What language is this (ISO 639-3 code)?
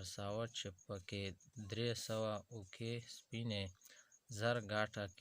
pus